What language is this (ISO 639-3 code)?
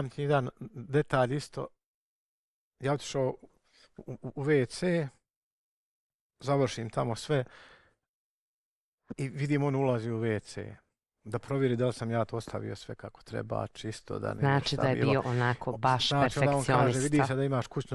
bos